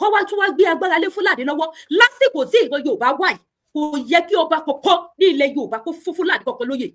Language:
Yoruba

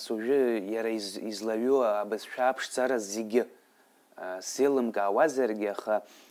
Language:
Abkhazian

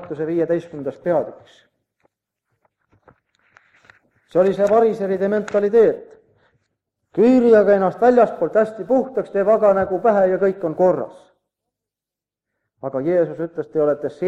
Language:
Estonian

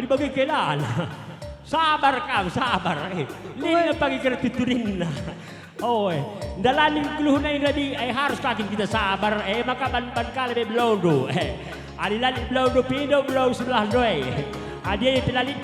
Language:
Batak Karo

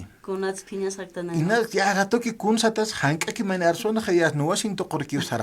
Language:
Aymara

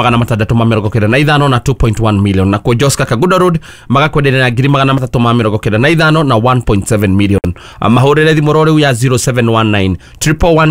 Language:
Kikuyu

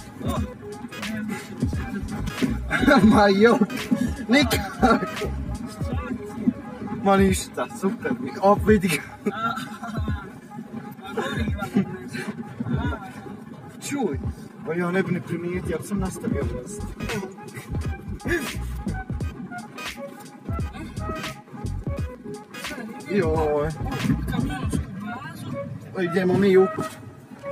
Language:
Croatian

